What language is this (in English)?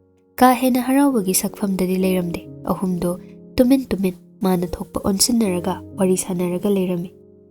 Manipuri